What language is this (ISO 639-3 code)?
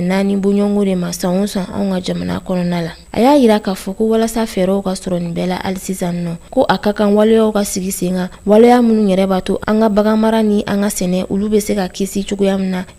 bam